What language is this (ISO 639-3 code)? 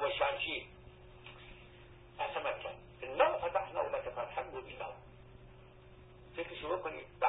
fas